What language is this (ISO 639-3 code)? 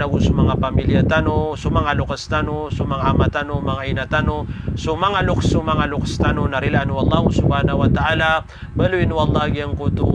mrw